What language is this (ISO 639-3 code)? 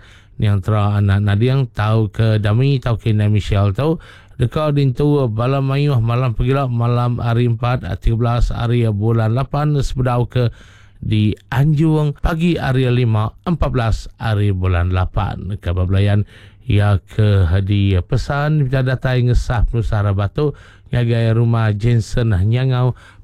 iba